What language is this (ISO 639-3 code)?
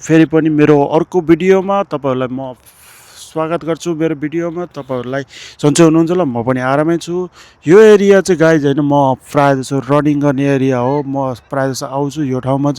nep